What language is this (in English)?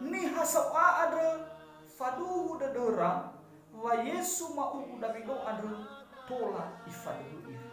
Nias